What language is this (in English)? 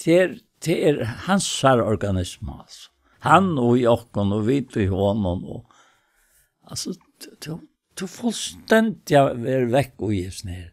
Faroese